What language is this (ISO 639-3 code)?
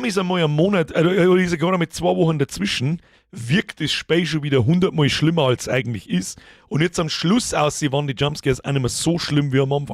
bar